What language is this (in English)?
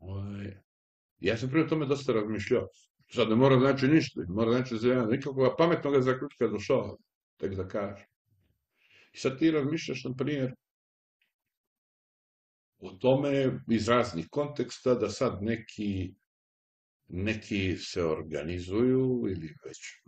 Serbian